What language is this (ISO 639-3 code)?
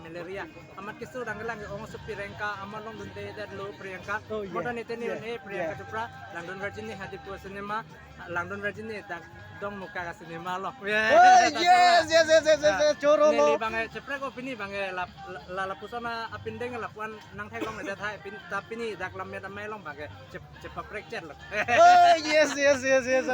mjw